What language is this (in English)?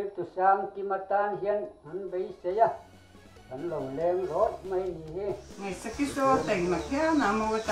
Mizo